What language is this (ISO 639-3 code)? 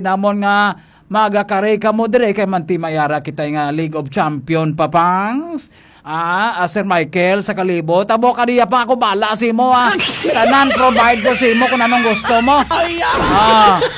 hil